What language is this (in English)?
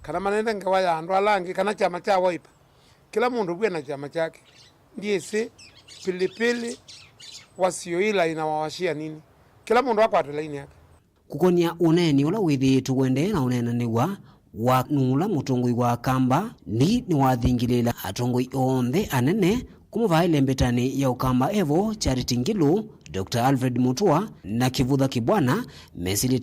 Kamba